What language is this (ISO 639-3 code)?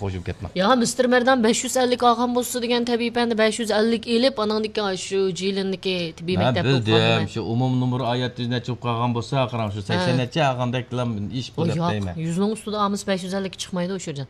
uig